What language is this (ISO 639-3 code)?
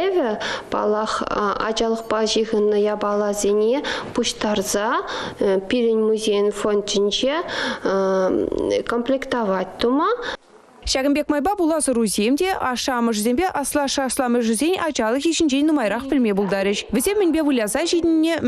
chv